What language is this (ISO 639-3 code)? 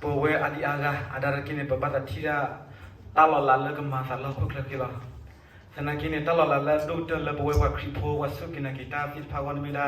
ksw